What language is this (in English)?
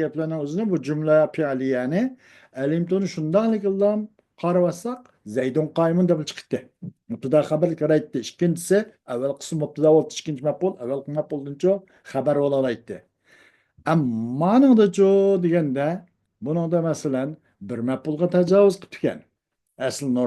Uyghur